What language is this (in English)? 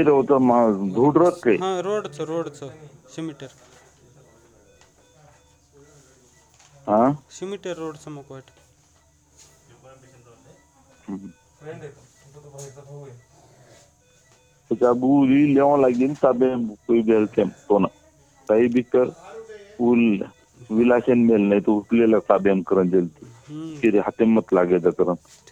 Marathi